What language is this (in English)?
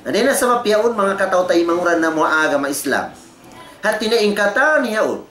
Tausug